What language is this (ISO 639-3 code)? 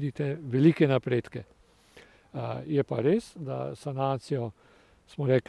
slv